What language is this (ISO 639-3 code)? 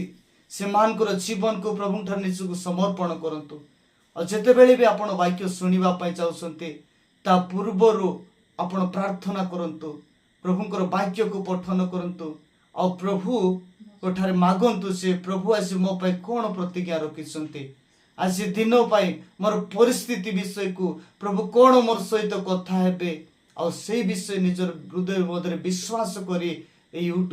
ori